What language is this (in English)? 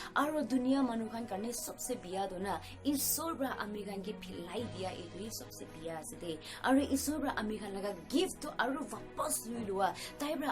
Naga Pidgin